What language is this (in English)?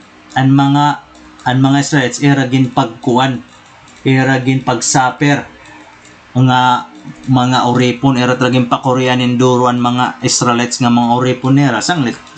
Waray